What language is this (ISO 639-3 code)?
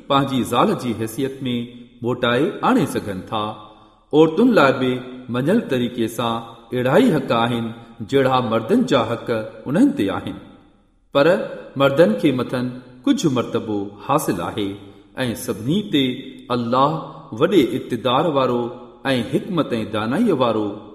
snd